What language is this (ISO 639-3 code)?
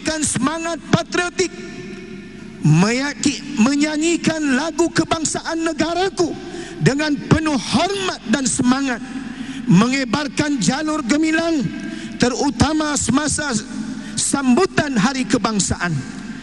msa